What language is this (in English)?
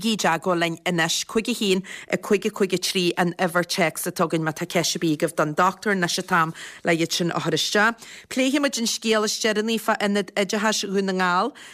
Irish